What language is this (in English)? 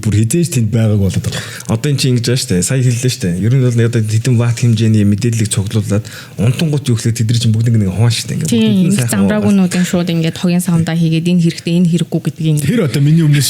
Mongolian